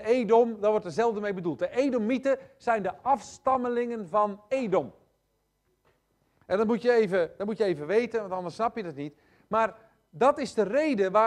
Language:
Dutch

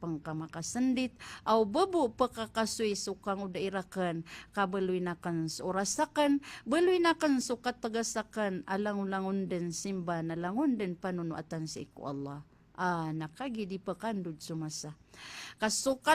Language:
Maranao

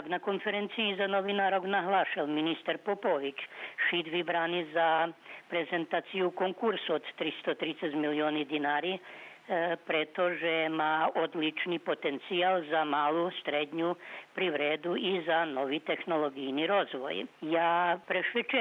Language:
Rusyn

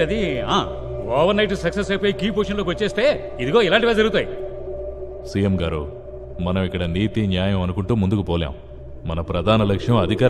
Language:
Telugu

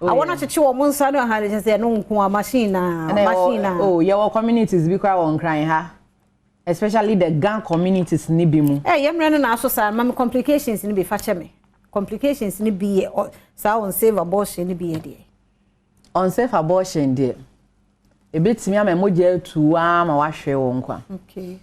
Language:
Akan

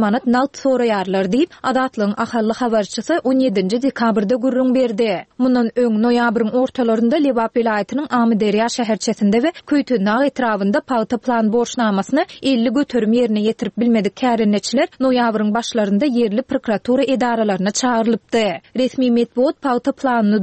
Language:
Turkmen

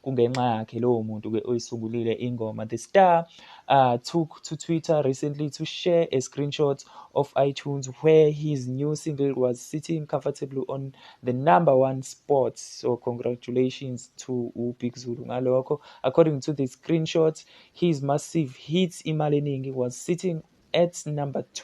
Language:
Zulu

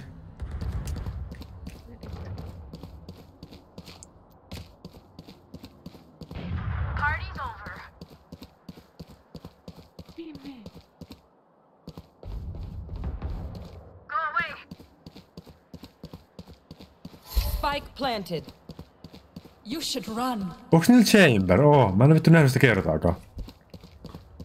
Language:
Finnish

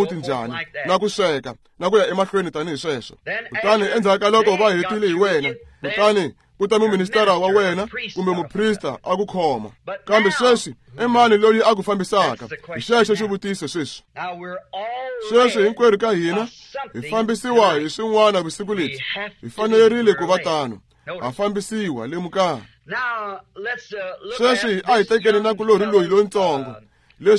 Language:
Tsonga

